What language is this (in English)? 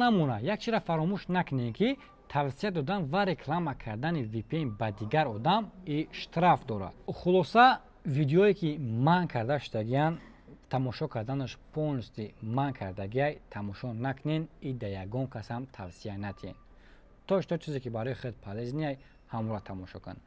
Tajik